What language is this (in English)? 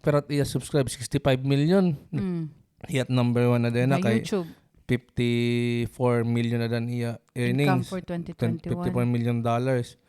Waray